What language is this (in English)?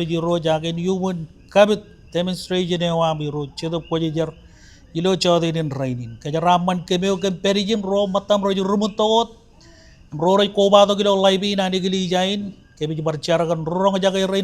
Marshallese